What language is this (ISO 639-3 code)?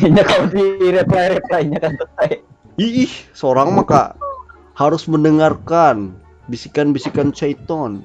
bjn